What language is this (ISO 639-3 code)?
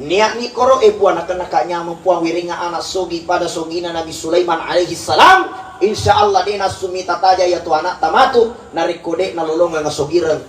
bug